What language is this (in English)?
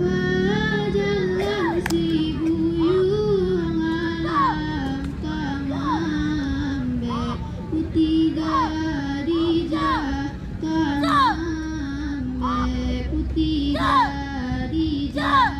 Minangkabau